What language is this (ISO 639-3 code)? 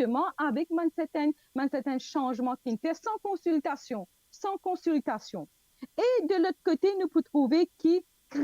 mfe